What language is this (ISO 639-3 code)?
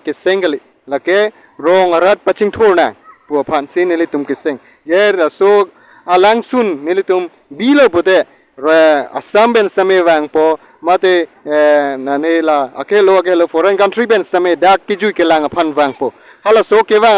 mjw